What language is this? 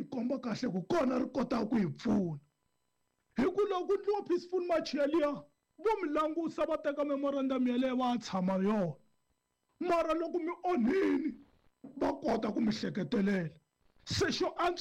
Tsonga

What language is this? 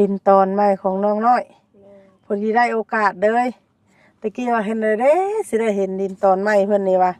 Lao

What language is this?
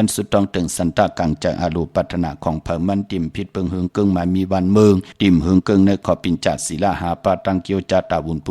Shan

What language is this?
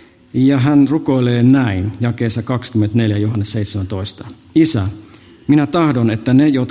Finnish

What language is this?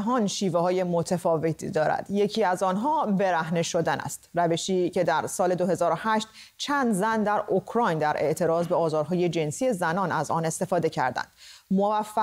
Persian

